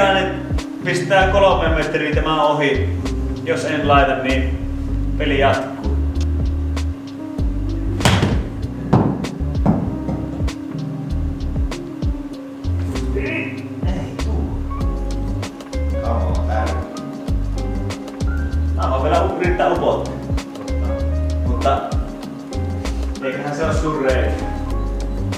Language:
Finnish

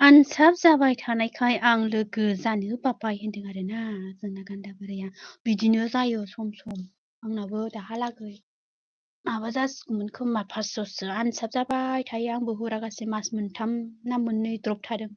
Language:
Bodo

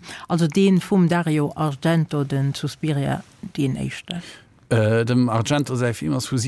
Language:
Luxembourgish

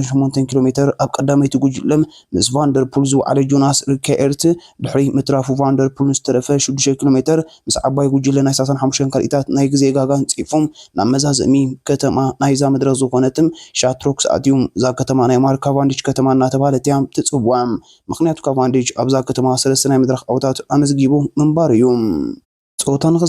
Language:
Tigrinya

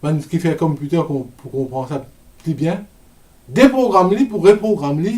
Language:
Morisyen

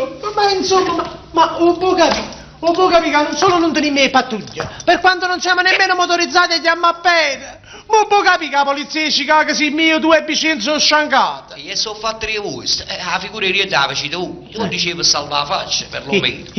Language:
Neapolitan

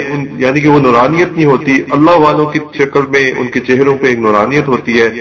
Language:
Urdu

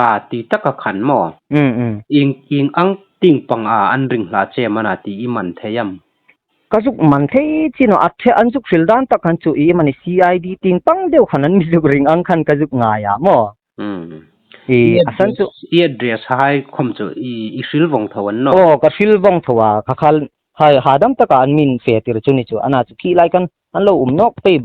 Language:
Hmar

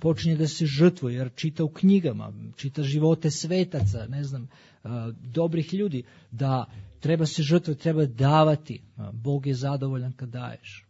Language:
Serbian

